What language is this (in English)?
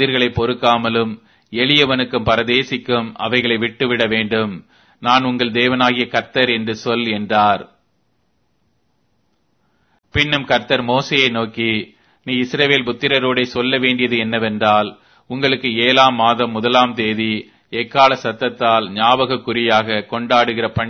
Tamil